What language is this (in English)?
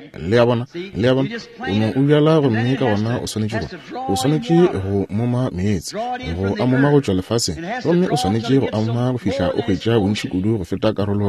Northern Sotho